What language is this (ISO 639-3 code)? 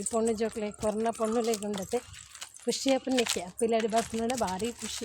tcy